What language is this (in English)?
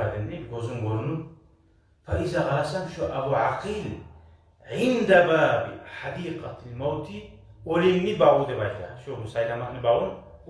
Kumyk